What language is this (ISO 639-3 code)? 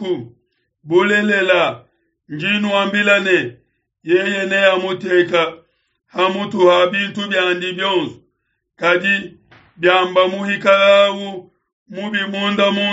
lua